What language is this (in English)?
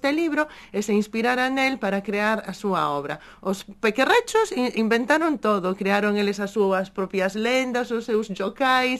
Galician